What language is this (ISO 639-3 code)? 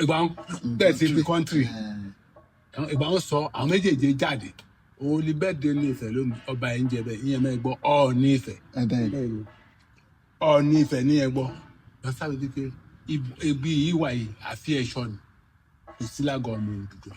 yor